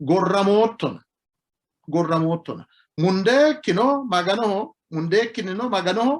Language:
Sidamo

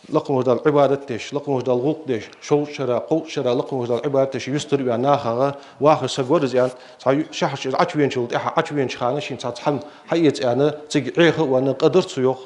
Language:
Ingush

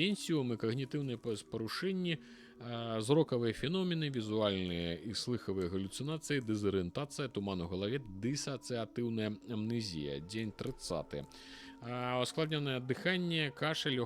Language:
Belarusian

